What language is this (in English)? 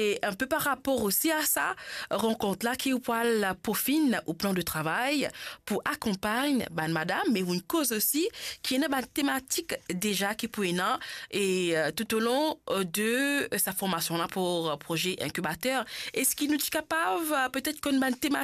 Morisyen